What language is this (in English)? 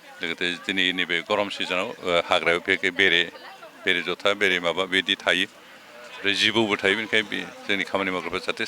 Bodo